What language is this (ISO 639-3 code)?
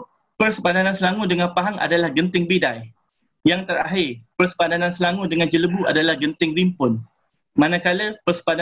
msa